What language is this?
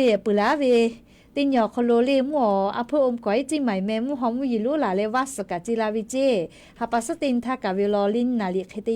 Lahu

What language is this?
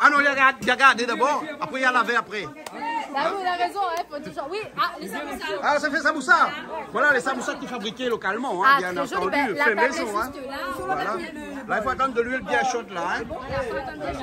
Réunion Creole French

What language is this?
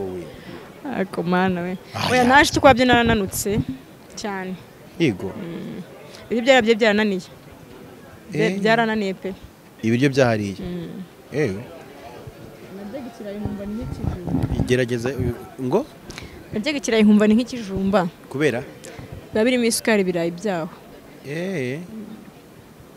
Kinyarwanda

